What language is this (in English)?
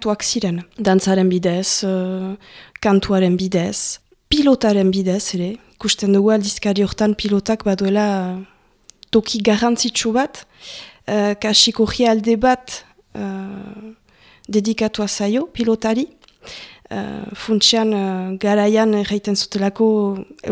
Basque